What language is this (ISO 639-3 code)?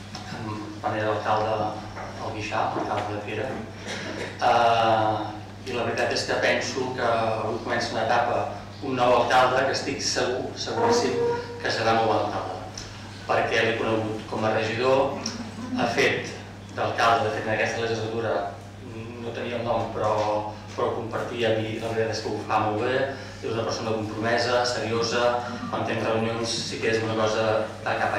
cat